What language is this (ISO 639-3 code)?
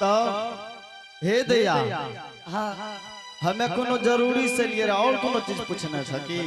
anp